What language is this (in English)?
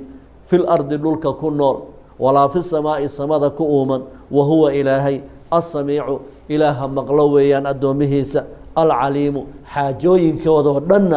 Somali